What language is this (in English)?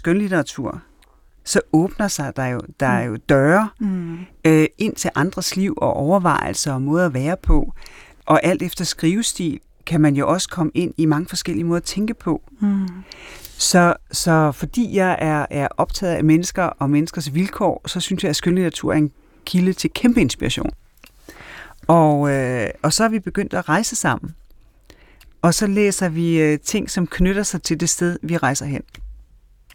Danish